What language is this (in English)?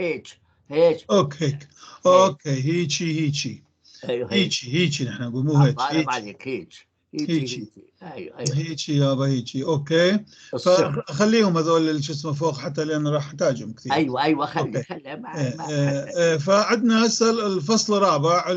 North Levantine Arabic